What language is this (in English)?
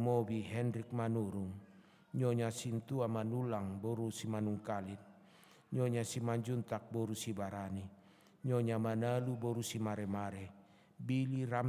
Batak Toba